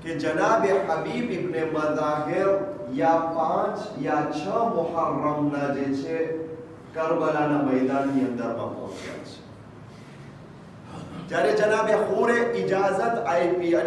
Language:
Gujarati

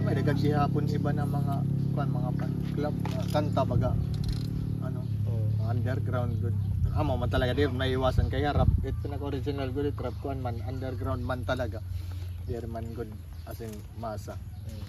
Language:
Waray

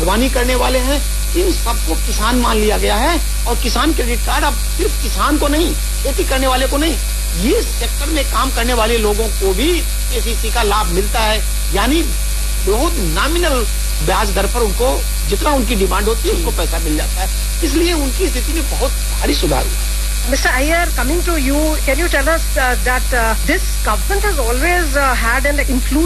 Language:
Hindi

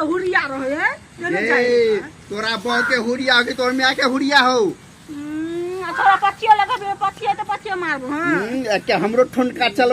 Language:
Maithili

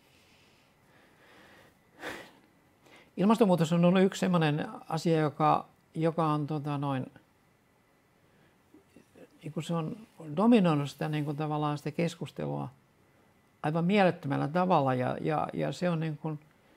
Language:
Finnish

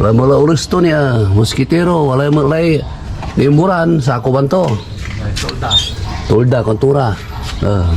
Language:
Pangasinan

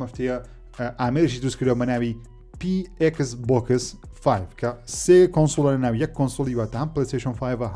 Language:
Central Kurdish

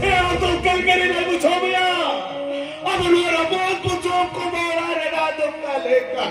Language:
Santali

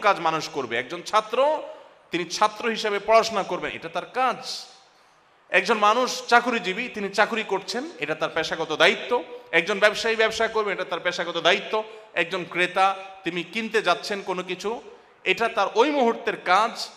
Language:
Bangla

